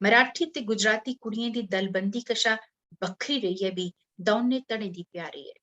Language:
Dogri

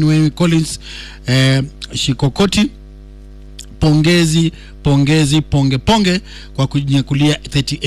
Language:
Swahili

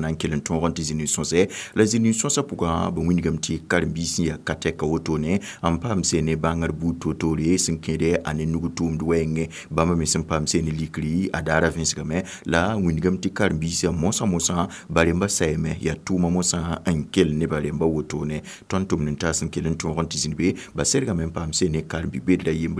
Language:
Mossi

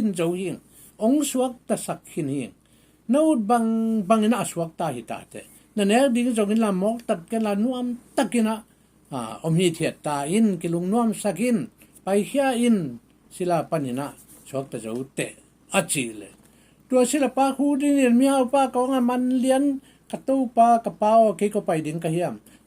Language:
Tedim Chin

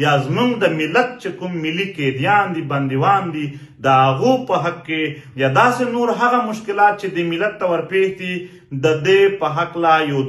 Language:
Pashto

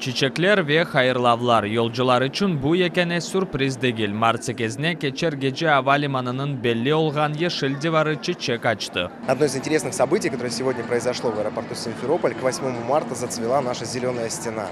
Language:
Crimean Tatar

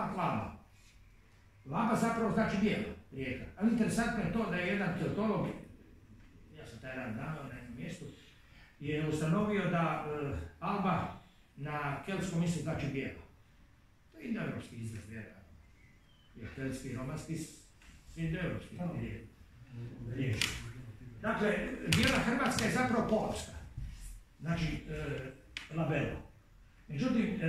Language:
Croatian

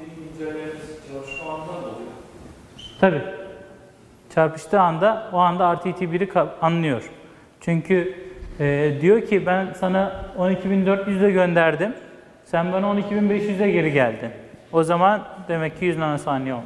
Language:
Turkish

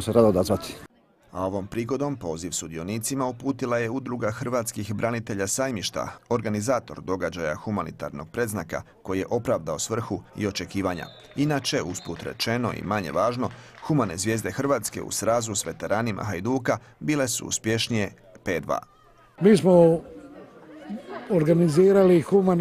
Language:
Croatian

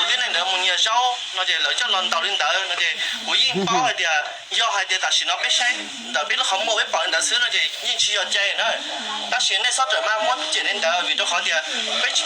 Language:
Hmong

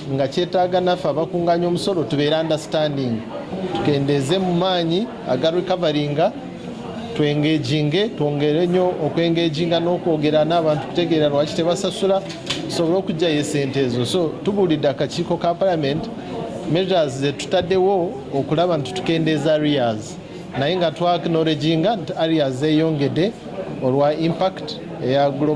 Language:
Ganda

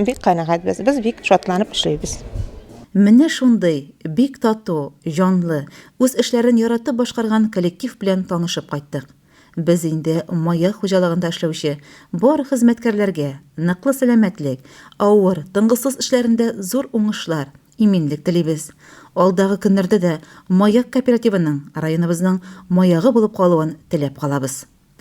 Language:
Tatar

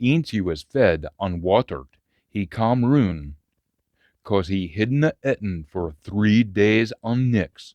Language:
Scots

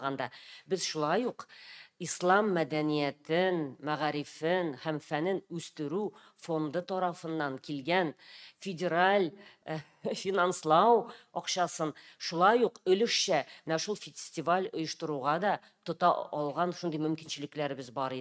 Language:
Tatar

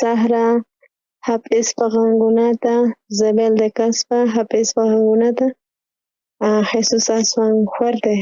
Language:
South Bolivian Quechua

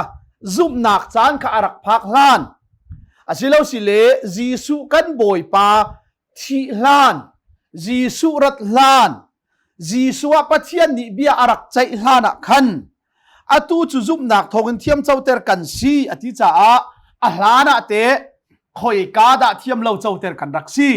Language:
Hakha Chin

